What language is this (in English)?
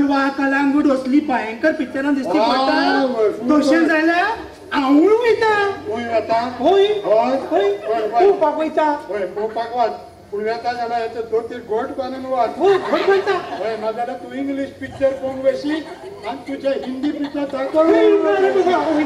Konkani